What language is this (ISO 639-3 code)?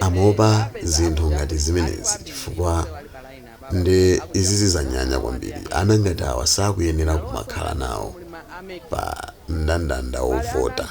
nya